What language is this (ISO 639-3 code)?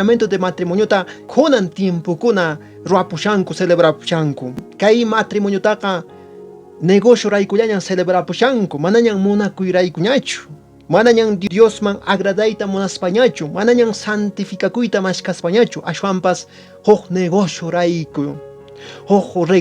que